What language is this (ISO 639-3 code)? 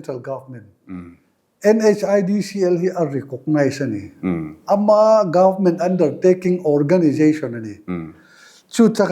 lus